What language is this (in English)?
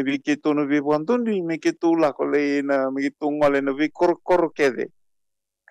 Fijian